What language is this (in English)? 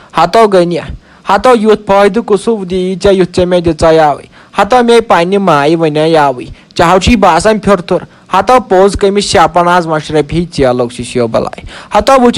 Kashmiri